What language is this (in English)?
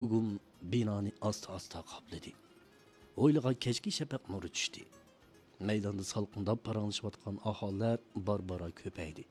Uyghur